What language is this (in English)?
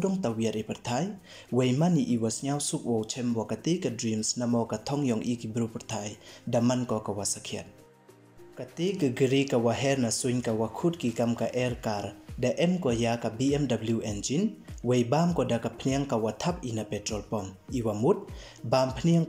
Pnar